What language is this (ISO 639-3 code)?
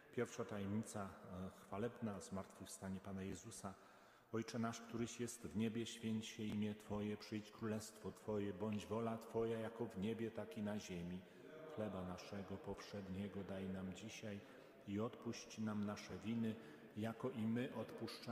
pol